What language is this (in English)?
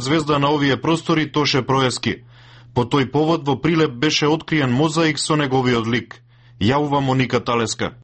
Macedonian